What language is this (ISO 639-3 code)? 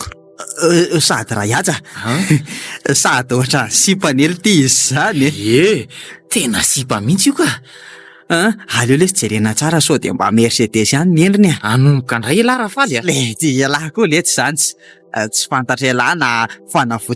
mlg